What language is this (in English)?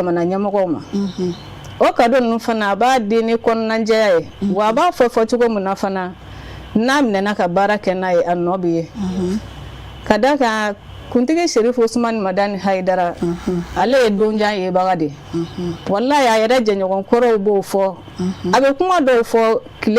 Bambara